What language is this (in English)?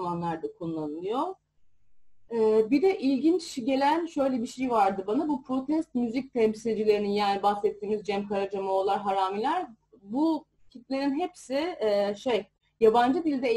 Turkish